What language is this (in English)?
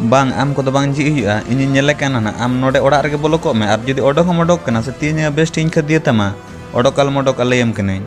Santali